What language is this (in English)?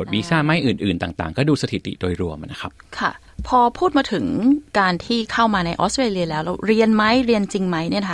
Thai